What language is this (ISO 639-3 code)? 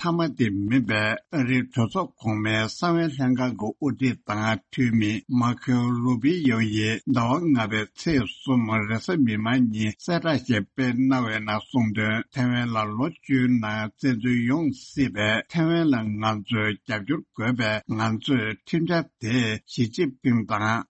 bod